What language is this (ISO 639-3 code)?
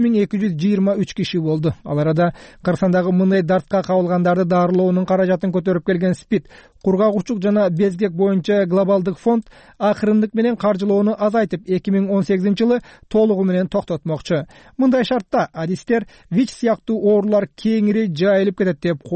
kir